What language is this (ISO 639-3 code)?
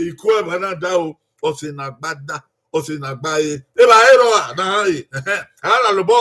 bin